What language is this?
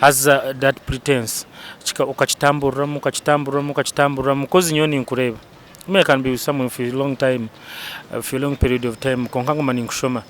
Nyankole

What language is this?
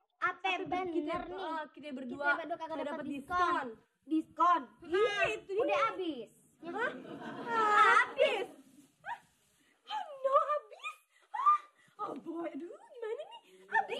Betawi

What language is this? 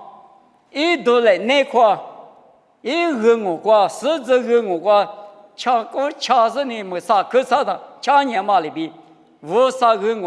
Lisu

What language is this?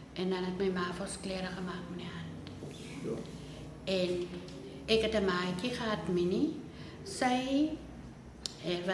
Afrikaans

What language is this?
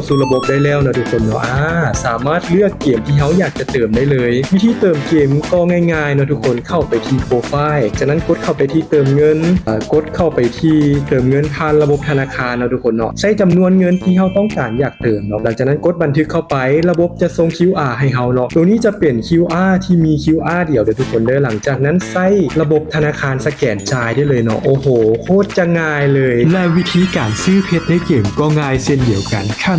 Lao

